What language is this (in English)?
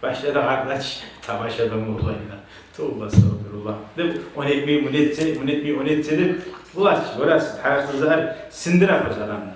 Kumyk